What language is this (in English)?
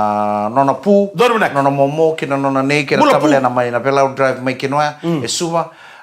Fijian